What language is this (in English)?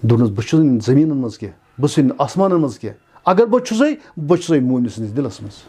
Kashmiri